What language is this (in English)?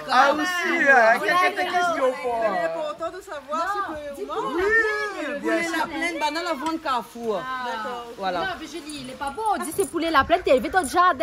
Réunion Creole French